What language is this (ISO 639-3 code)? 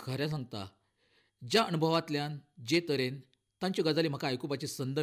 kok